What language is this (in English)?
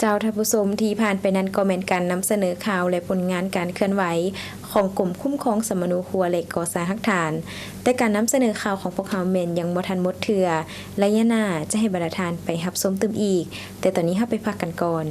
Lao